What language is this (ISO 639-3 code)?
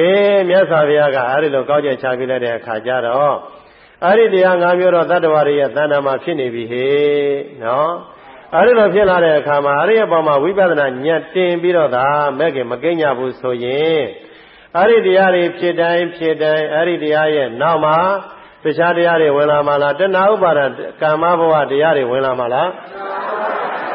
mya